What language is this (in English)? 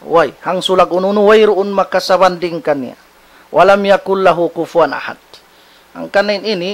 Tausug